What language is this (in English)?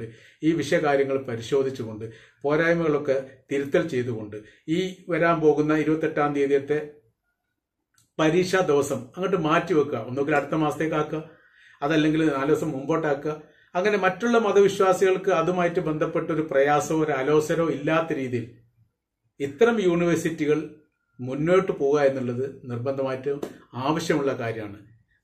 Malayalam